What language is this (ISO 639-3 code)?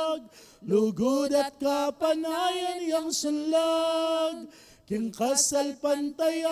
pam